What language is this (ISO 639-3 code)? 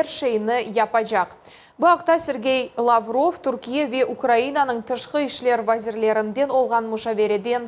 crh